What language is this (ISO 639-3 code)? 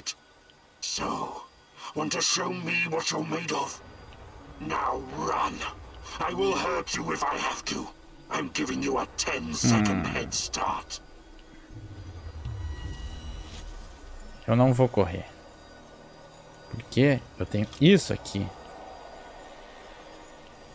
por